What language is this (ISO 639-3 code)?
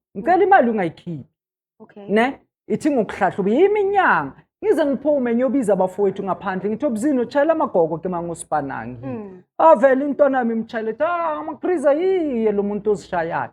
zul